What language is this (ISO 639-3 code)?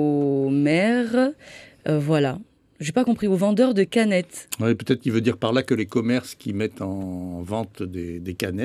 fra